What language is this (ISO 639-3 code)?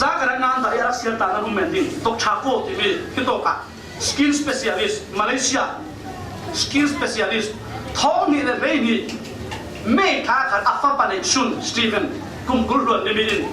cfm